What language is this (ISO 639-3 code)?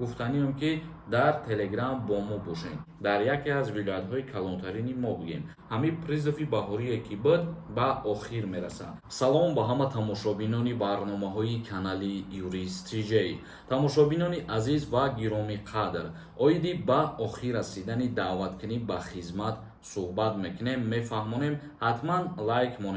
tgk